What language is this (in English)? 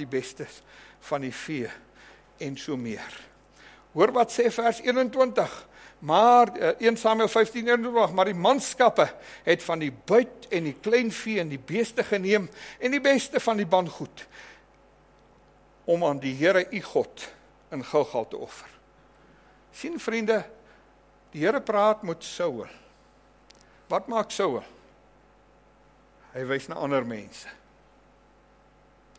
Afrikaans